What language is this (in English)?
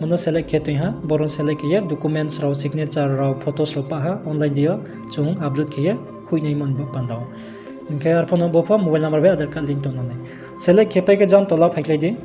Riang (India)